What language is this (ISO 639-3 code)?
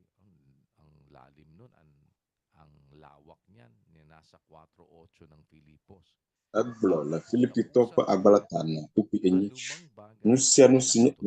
ewe